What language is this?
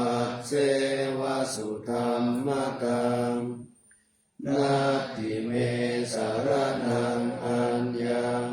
Pali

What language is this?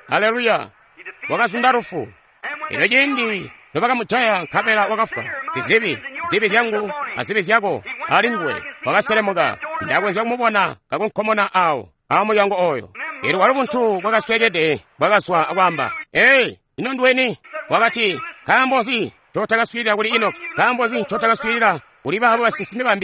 Tonga (Zambia)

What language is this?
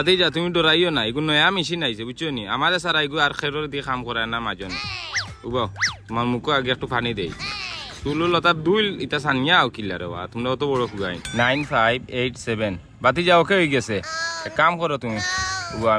Sylheti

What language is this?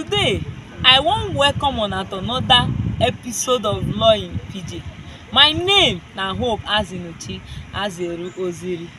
Nigerian Pidgin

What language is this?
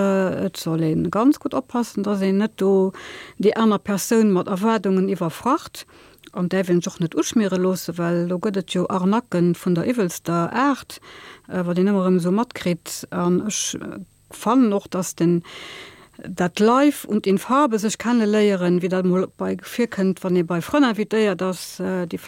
Luxembourgish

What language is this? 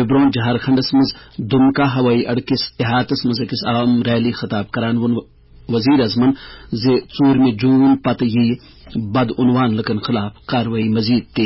Kashmiri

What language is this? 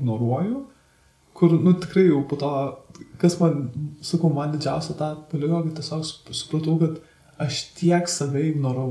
Lithuanian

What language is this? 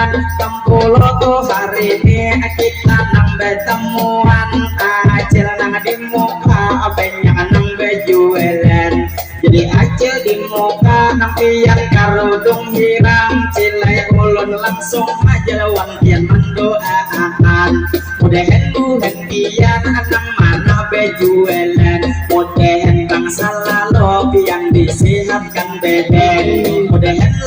Banjar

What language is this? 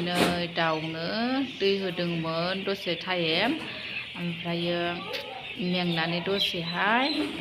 Bodo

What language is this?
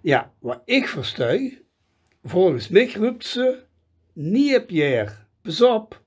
Limburgish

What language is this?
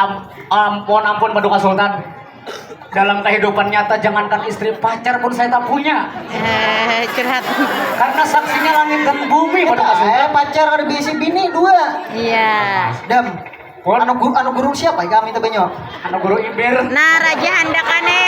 Banjar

